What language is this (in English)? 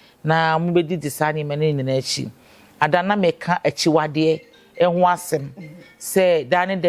Akan